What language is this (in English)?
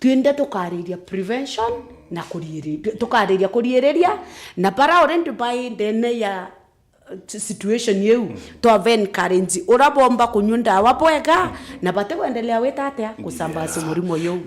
Meru